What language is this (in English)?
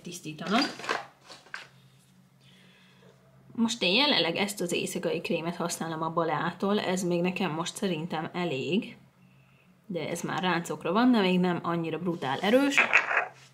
Hungarian